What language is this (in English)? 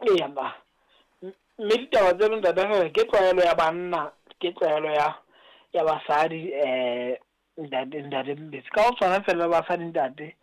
Southern Sotho